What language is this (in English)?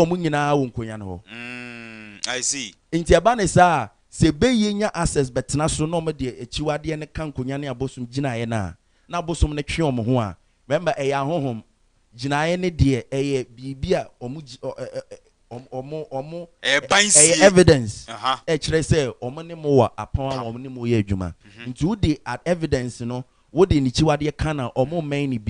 Akan